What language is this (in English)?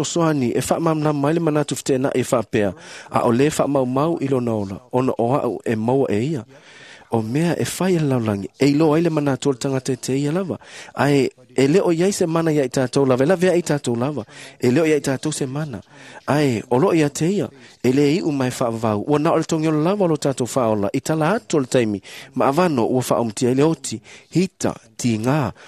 Samoan